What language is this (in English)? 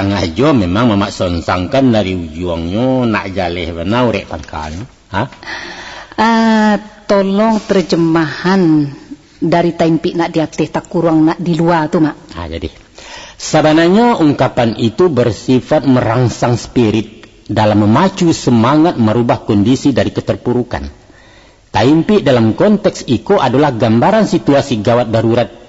Minangkabau